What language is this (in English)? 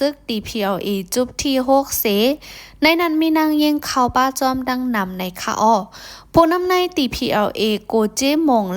Shan